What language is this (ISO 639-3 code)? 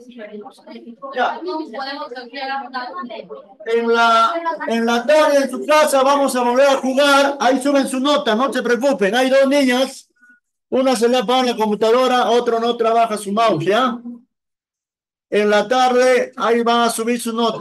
spa